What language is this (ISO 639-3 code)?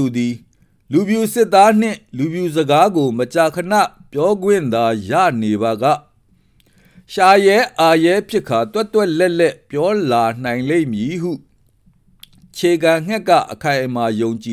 mya